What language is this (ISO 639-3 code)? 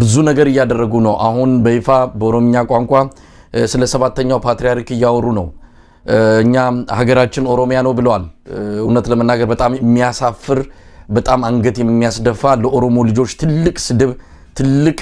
amh